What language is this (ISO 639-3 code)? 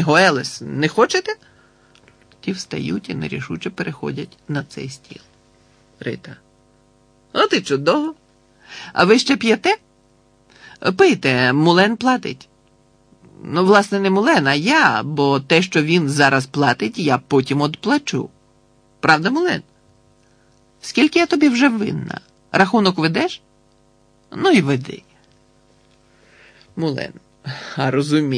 ukr